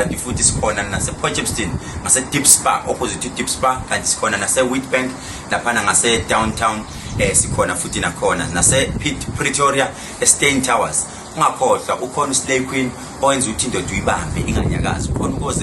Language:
Zulu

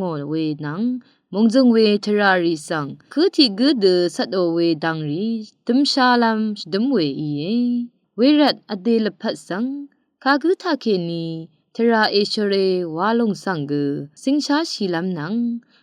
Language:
Rawang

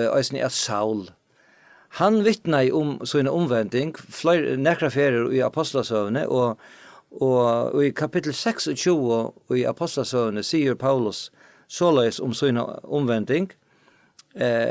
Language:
Faroese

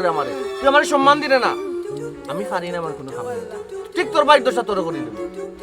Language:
Sylheti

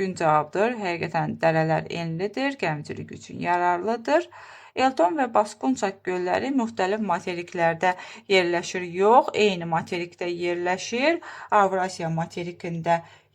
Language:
Azerbaijani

